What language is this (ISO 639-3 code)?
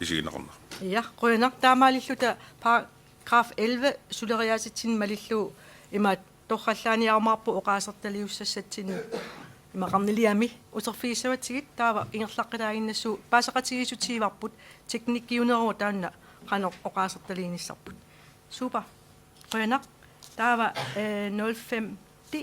kal